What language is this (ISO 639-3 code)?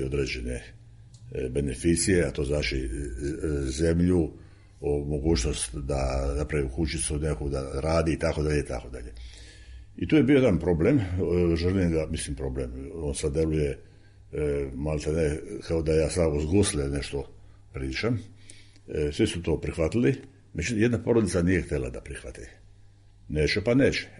srp